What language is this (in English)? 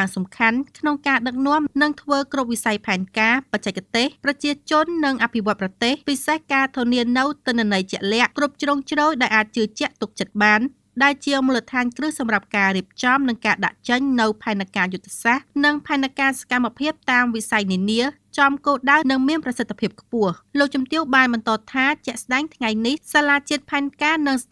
Khmer